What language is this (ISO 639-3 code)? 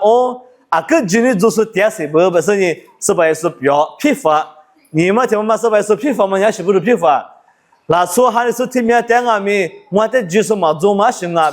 lis